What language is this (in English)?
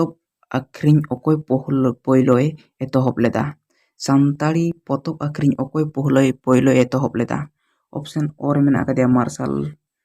Santali